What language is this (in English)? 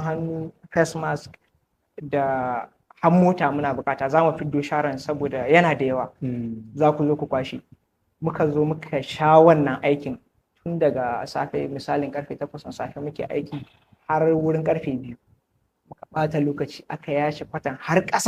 Hausa